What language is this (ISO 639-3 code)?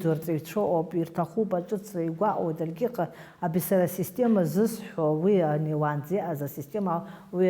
abk